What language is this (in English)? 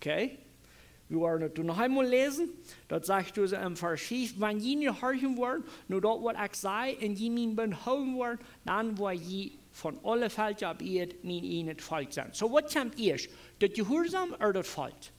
Plautdietsch